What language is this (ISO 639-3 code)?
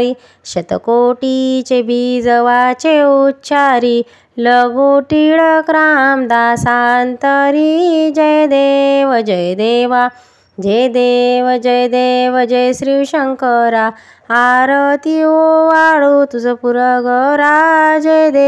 mar